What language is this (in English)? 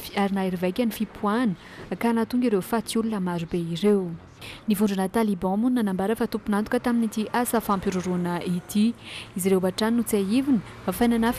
Malagasy